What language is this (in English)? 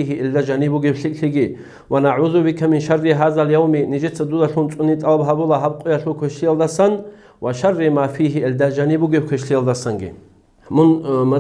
Avaric